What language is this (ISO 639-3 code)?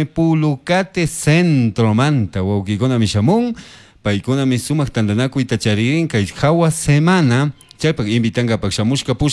qug